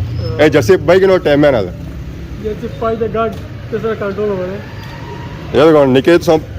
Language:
Pahari-Potwari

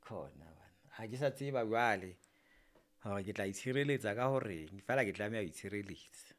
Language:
Southern Sotho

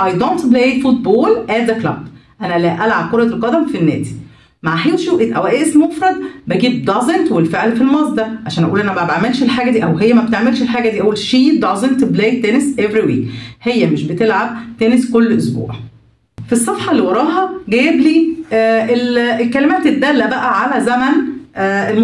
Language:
Egyptian Arabic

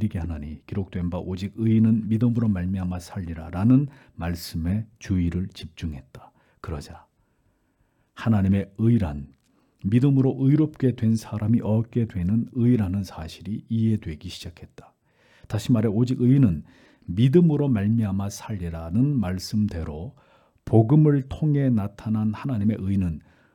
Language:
Korean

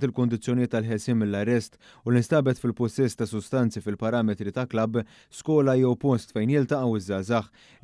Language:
Maltese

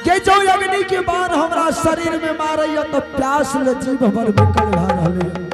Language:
Angika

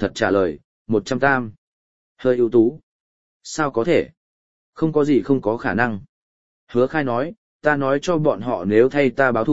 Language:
Vietnamese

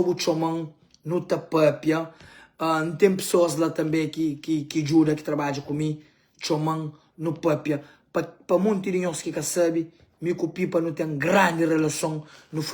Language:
Kabuverdianu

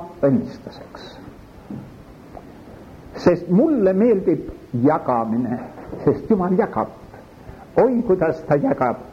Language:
Estonian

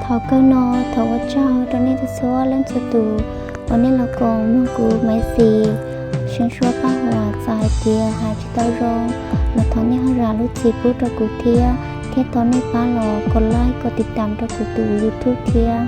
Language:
Hmong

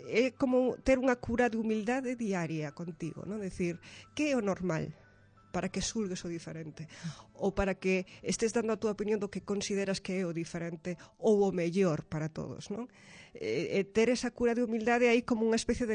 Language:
Galician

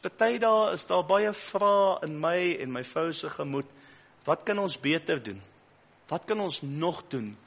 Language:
Afrikaans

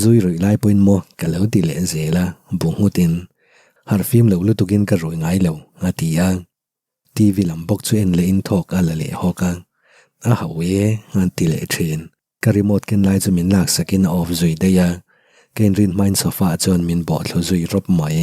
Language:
Mizo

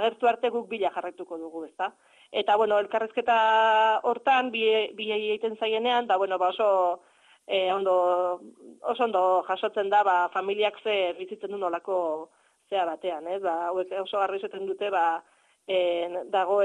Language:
Basque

